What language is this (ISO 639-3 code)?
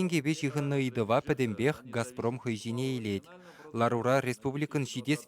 chv